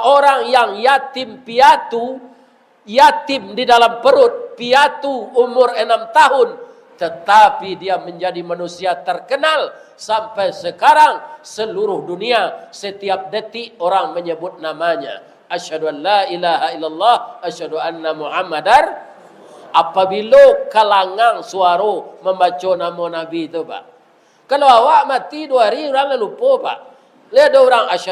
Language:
Minangkabau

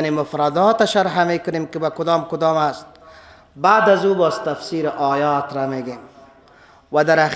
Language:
Persian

